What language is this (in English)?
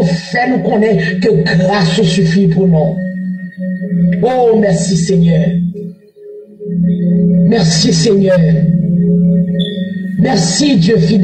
French